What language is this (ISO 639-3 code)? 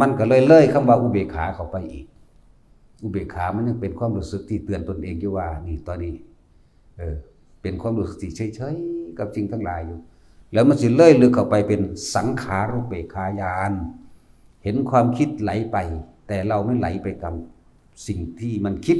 lao